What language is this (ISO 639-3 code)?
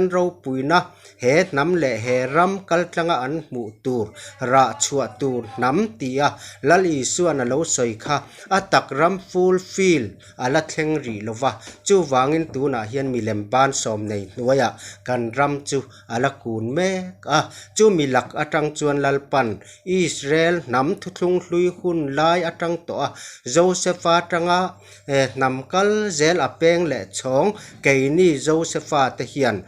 lus